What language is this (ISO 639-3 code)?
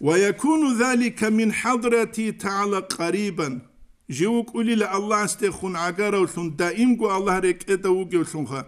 ava